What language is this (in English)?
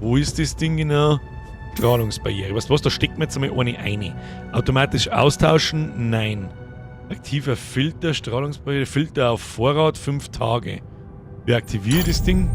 Bavarian